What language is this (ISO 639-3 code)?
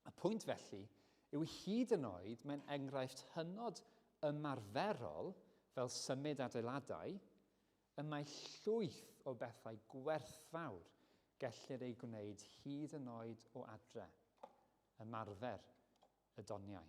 cym